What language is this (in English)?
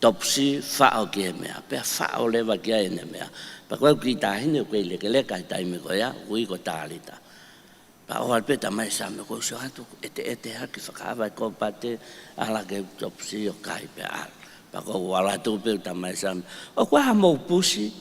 Tongan